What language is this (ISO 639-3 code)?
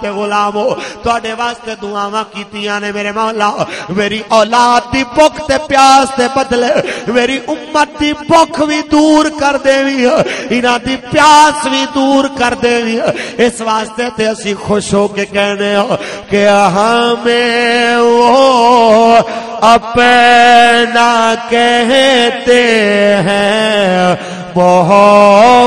lah